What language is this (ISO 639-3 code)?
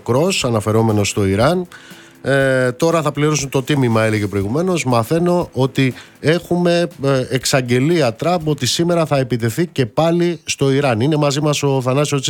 ell